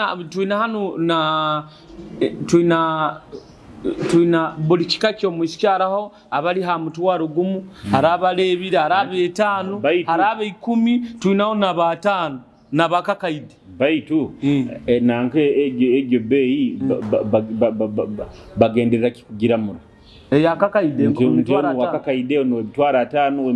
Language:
Nyoro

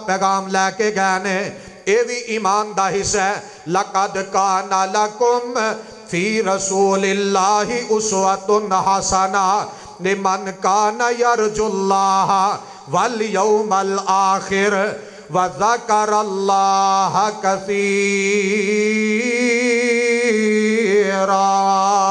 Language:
Western Panjabi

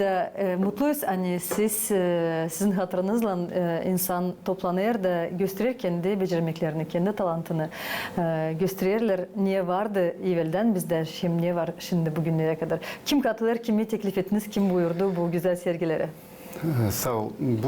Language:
Gagauz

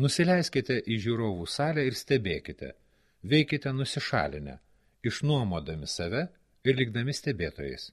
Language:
Lithuanian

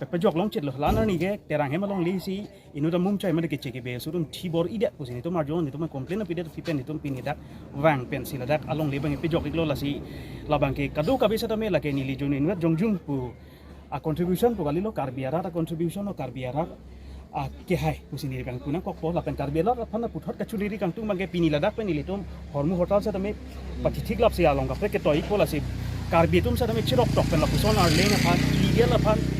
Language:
Karbi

